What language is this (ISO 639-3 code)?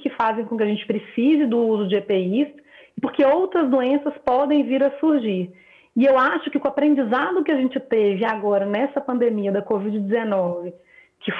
por